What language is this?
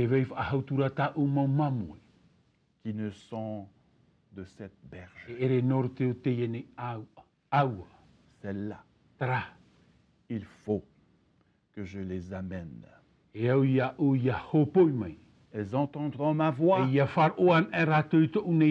Tahitian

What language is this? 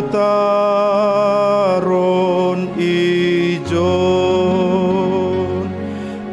Batak Simalungun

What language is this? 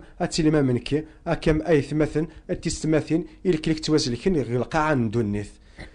Kabyle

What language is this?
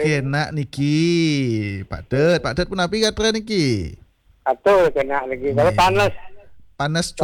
Balinese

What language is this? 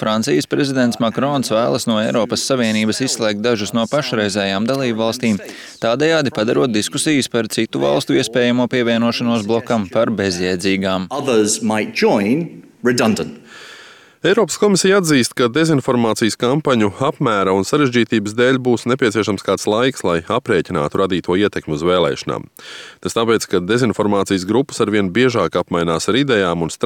Latvian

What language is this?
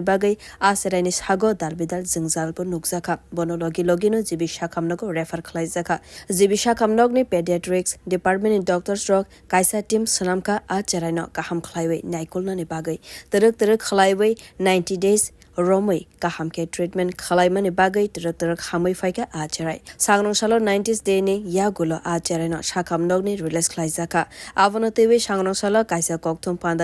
Kok Borok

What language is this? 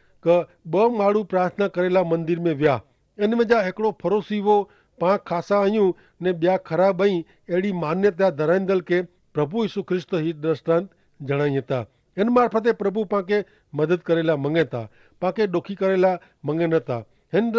Kachhi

